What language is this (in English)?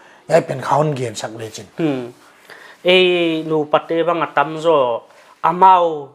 Paite Chin